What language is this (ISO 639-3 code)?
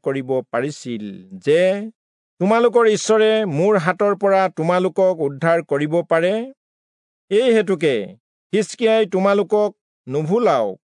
asm